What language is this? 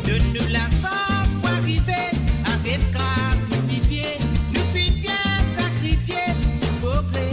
Morisyen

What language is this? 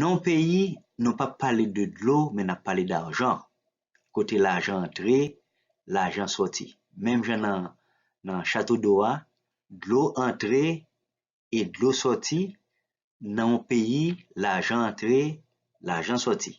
Haitian Creole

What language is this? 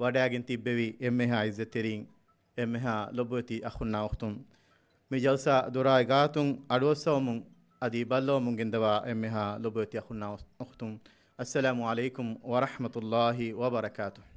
Divehi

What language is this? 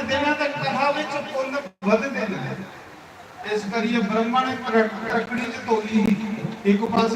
Dogri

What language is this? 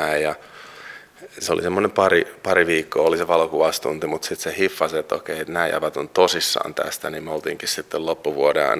Finnish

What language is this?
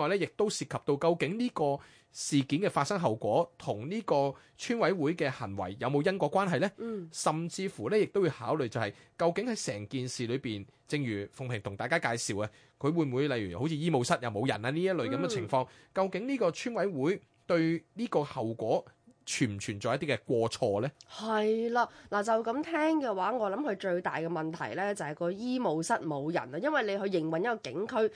Cantonese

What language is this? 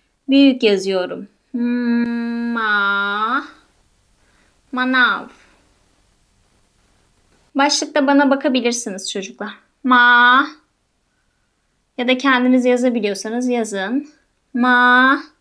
Turkish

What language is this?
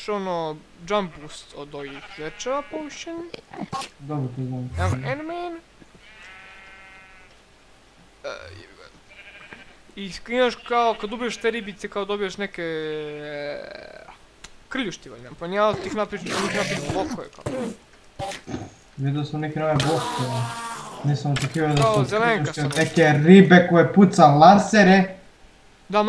Croatian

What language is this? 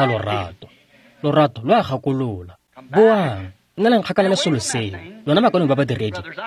Tswana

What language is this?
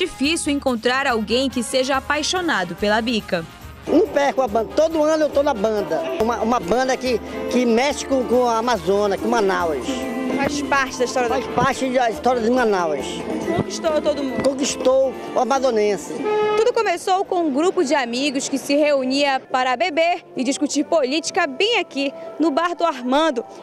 Portuguese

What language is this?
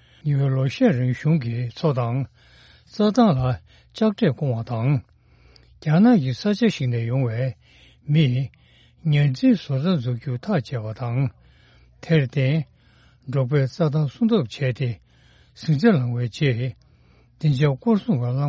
Tibetan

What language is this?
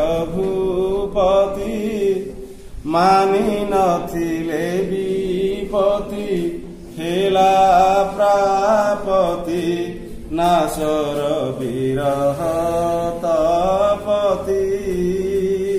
Odia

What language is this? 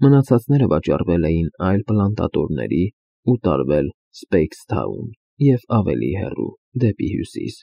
Armenian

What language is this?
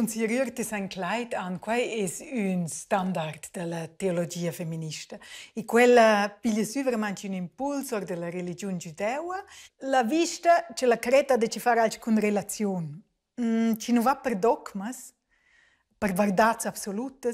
Romansh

